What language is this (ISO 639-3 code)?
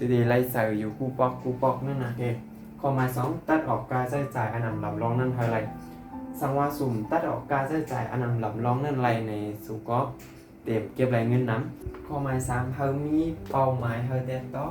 shn